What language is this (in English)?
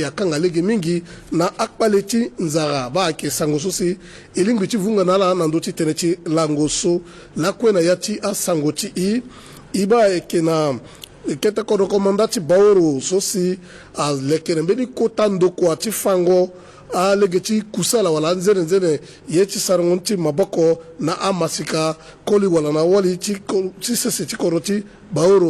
Sango